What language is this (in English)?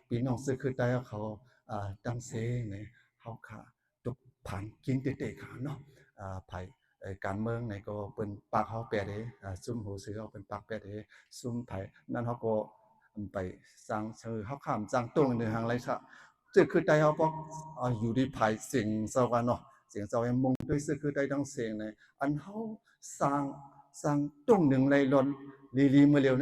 Shan